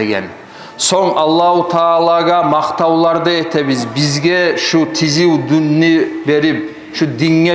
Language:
Kumyk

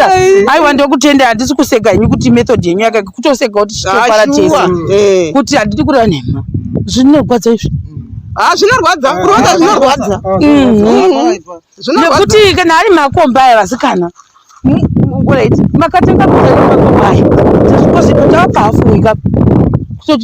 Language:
Shona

